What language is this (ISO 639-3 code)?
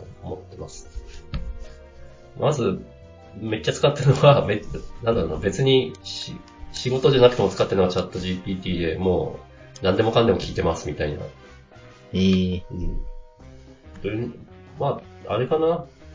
jpn